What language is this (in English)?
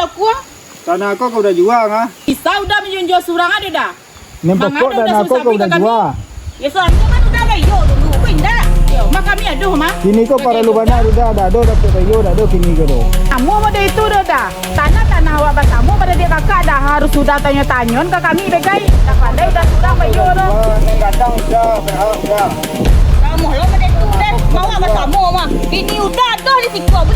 Minangkabau